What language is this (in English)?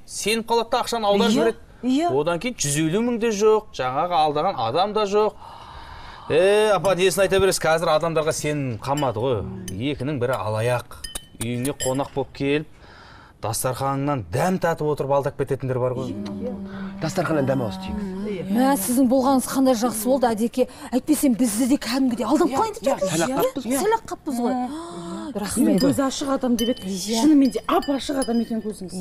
Kazakh